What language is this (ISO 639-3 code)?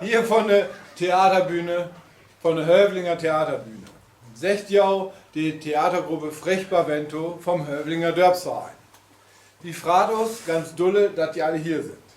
nds